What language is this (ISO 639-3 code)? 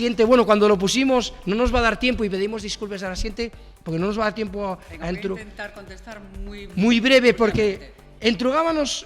ast